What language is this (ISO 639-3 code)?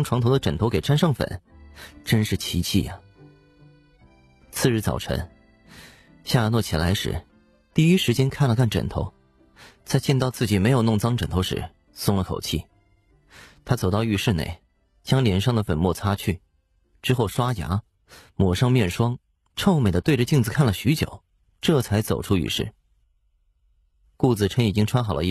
zho